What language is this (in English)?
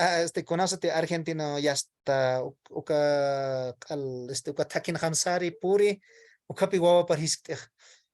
Aymara